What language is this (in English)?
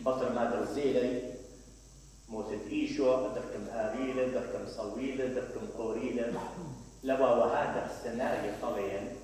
Mesopotamian Arabic